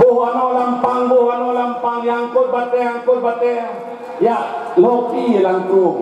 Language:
Achinese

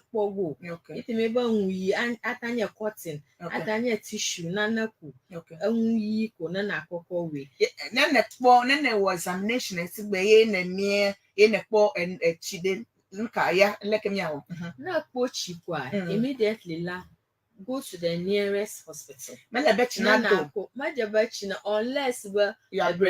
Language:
Ewe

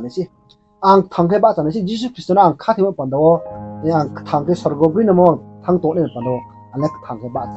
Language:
Riang (India)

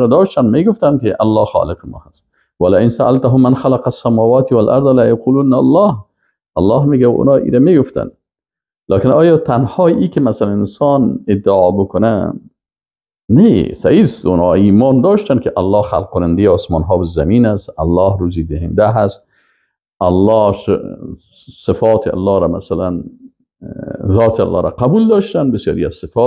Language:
Persian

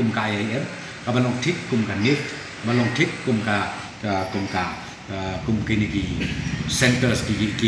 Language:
Khasi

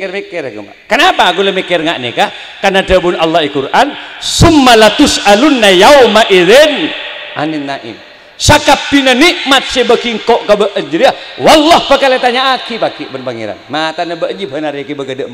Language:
Madurese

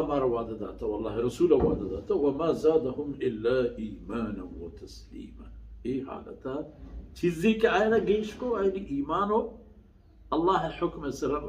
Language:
Baluchi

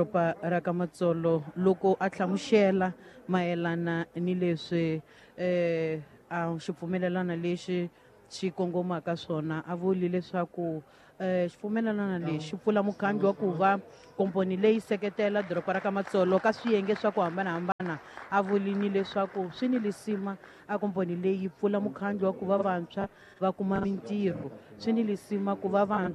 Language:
Tsonga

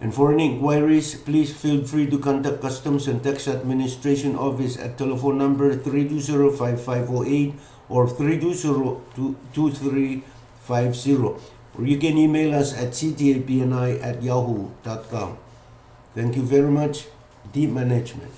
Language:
Pohnpeian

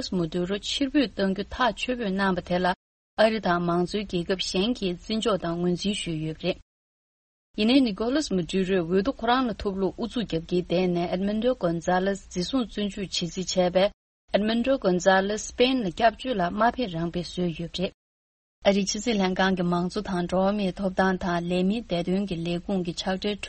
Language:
Tibetan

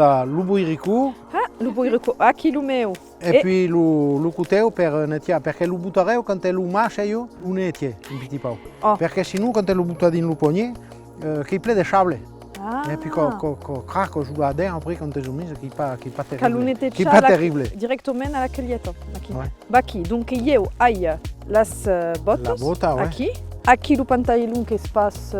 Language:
Occitan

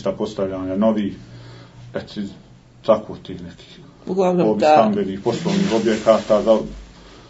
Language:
Serbian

